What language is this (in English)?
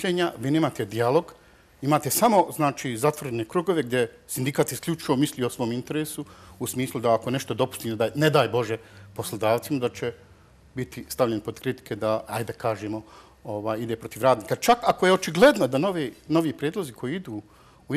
Bosnian